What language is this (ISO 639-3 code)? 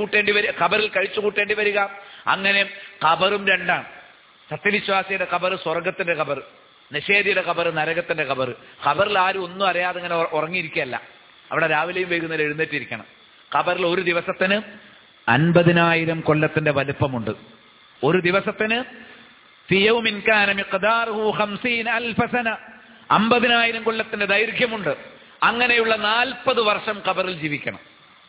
mal